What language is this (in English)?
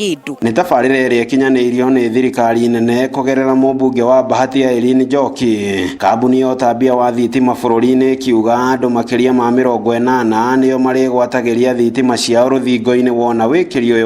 Kikuyu